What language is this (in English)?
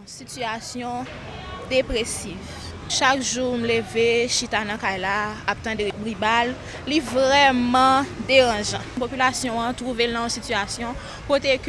Haitian Creole